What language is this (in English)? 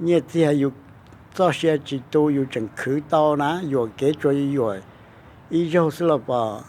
Hmong